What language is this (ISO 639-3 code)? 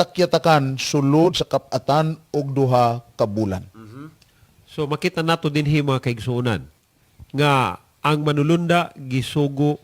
ceb